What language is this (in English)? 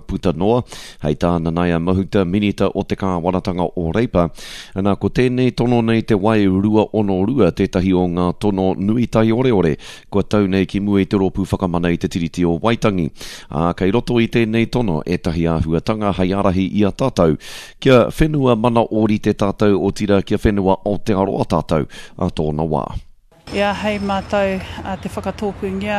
Māori